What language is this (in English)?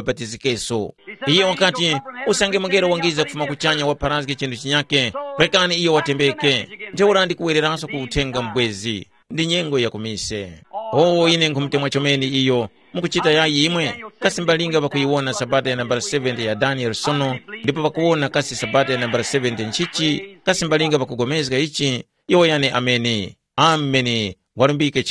Tumbuka